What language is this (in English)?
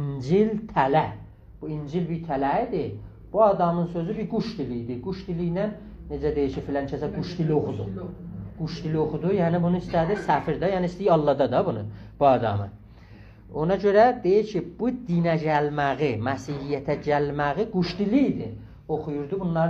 South Azerbaijani